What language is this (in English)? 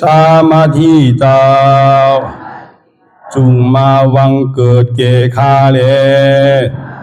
Shan